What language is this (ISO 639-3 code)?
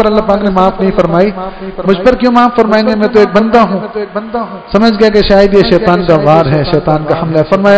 urd